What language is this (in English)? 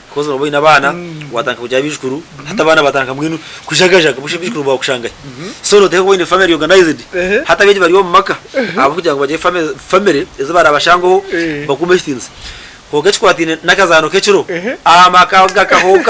Nyankole